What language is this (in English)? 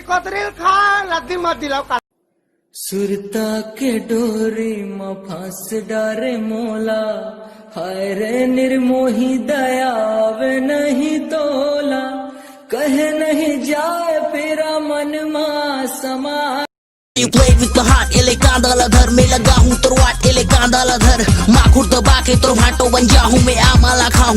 Chhattisgarhi